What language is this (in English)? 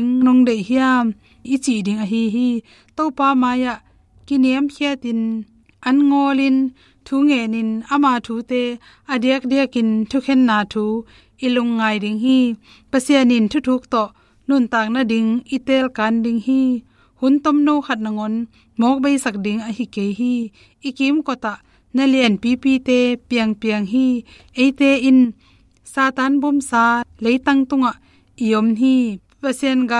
Tedim Chin